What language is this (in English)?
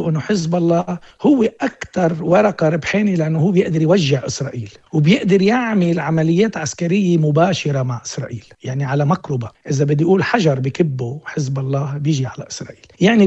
North Levantine Arabic